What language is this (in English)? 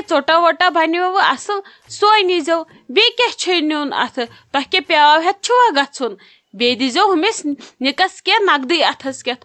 Kashmiri